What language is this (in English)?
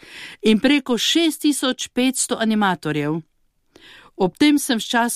Slovenian